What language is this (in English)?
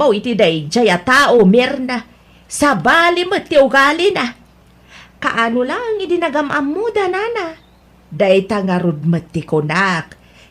Iloko